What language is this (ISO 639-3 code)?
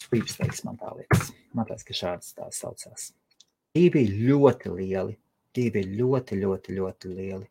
lav